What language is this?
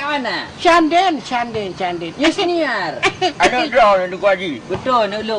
Achinese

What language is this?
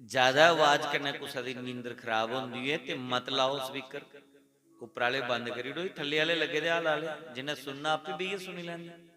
Dogri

